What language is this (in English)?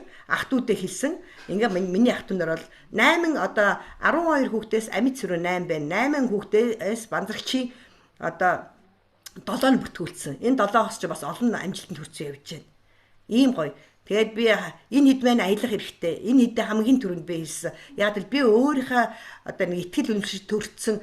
Mongolian